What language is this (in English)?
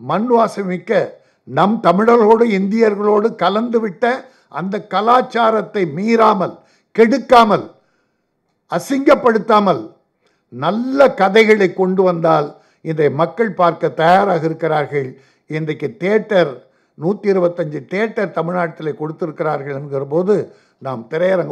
Tamil